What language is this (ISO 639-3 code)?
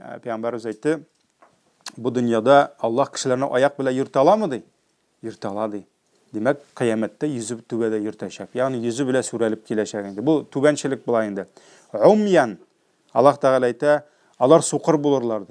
tat